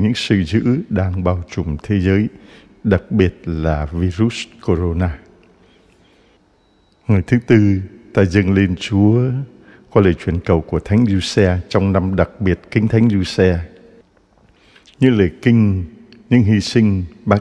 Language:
Vietnamese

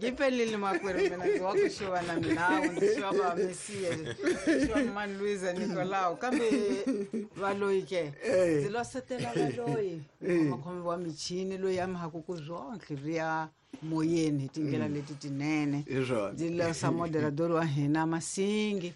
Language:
Tsonga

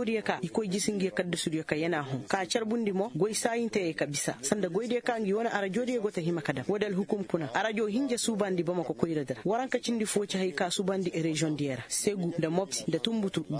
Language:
Koyraboro Senni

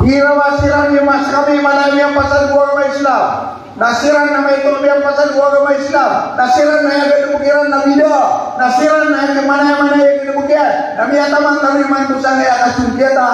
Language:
Maranao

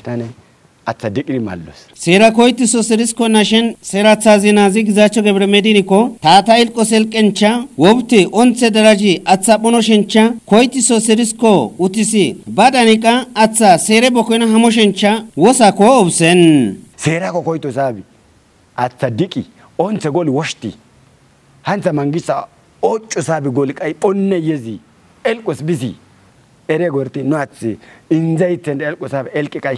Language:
Kafa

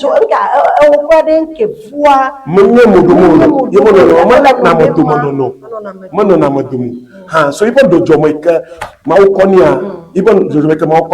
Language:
Ewe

